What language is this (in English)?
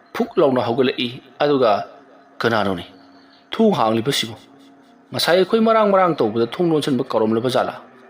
Manipuri